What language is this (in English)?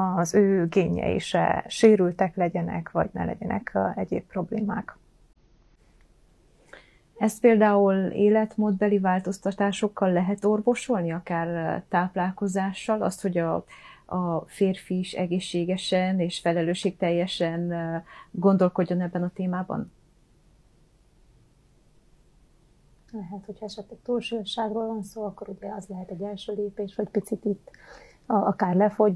Hungarian